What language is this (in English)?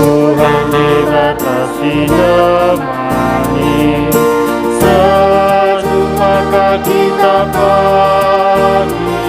Batak Karo